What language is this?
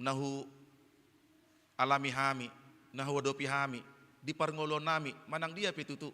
Batak Toba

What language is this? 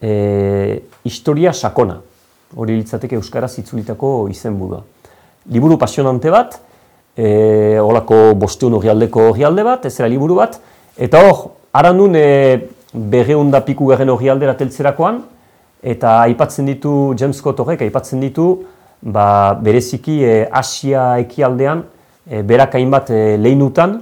Basque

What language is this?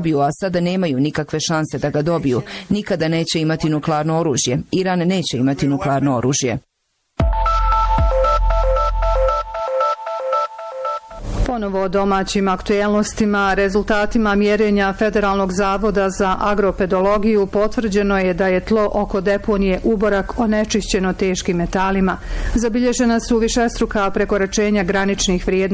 Bosnian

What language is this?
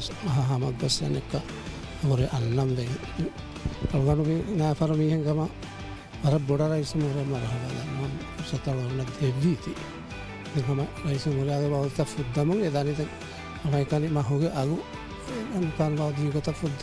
Divehi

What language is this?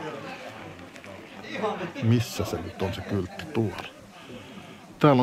Finnish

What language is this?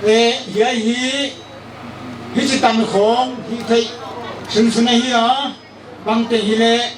Paite Chin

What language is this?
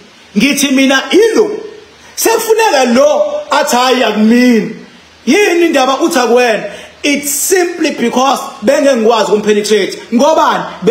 Zulu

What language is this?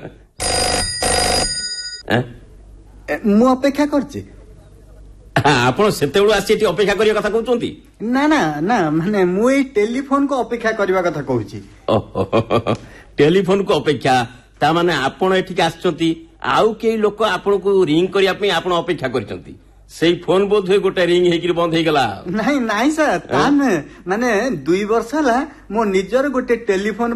Odia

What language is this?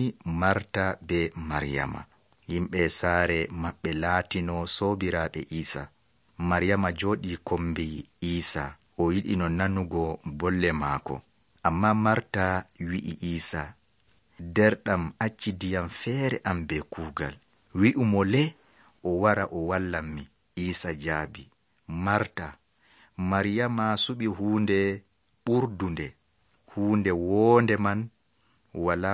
Nigerian Fulfulde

